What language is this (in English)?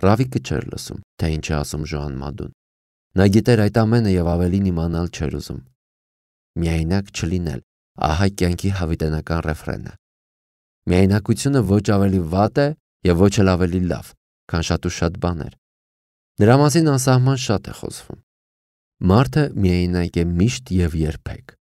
Armenian